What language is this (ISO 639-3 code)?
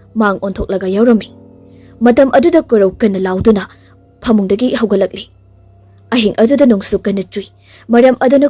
mni